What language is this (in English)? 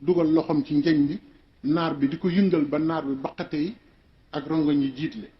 Wolof